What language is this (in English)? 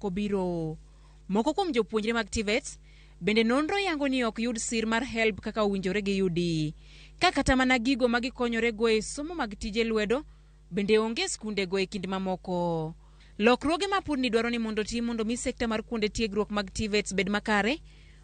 Luo (Kenya and Tanzania)